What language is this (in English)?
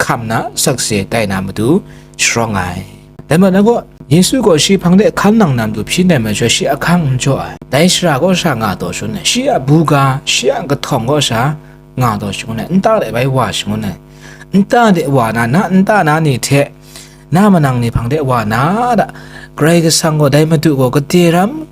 Kachin